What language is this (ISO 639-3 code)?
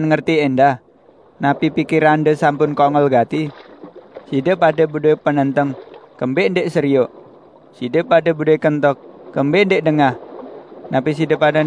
sas